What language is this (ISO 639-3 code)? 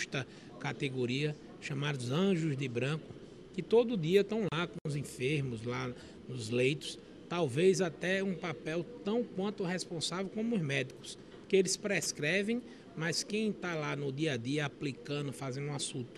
por